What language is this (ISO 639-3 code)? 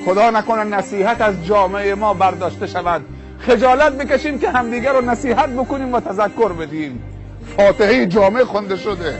tgk